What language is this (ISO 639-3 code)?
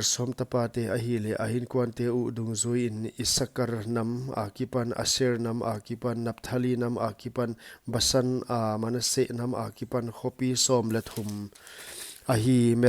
pck